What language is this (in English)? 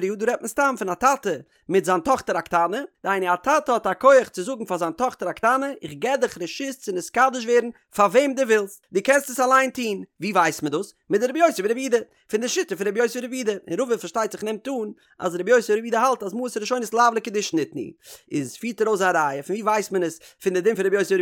Yiddish